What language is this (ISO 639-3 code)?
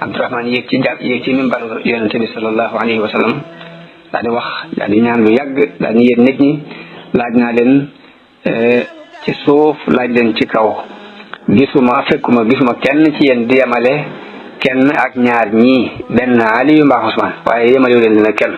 wol